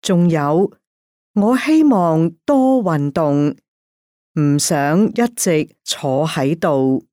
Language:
Cantonese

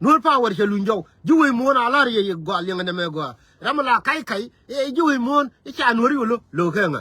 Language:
Nuer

